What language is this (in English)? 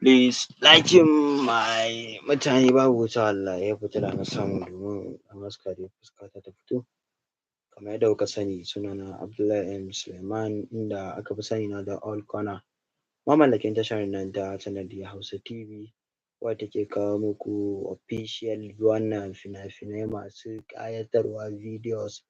Hausa